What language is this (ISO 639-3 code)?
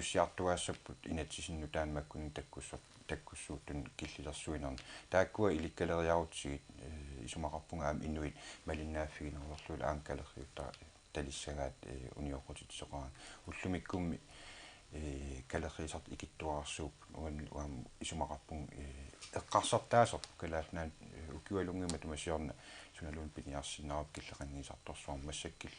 kal